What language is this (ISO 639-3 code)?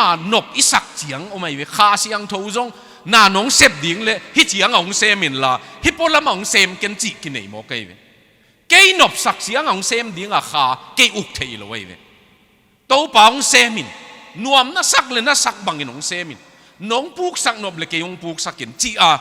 ctd